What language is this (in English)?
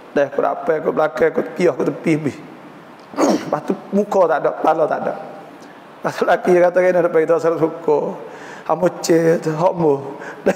Malay